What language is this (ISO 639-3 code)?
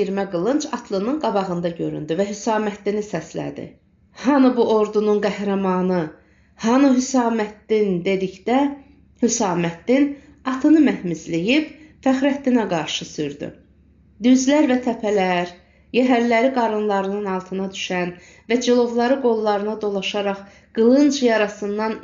aze